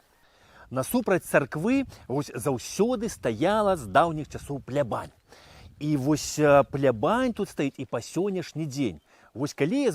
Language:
Belarusian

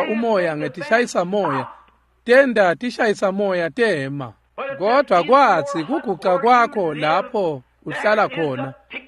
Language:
Swati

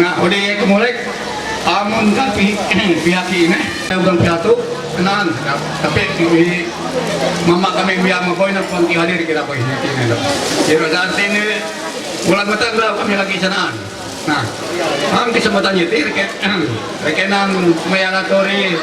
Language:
Ma'anyan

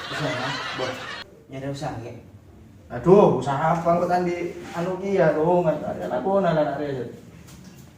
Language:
Madurese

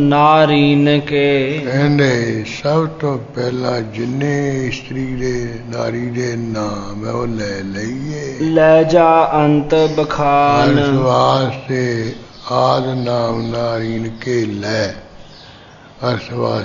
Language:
Punjabi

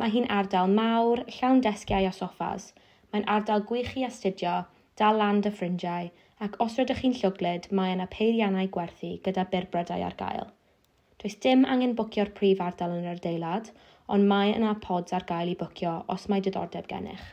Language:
Welsh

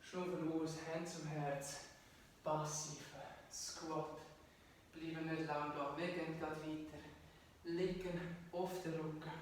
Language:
Swiss German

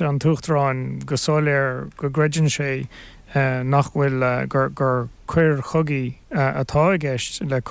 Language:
Irish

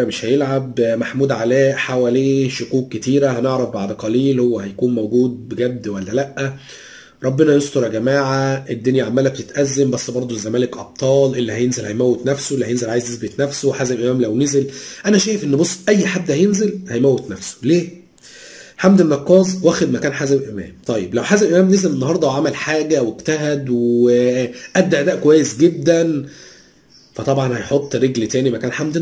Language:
Egyptian Arabic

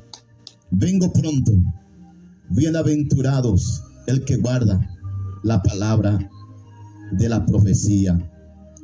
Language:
Guarani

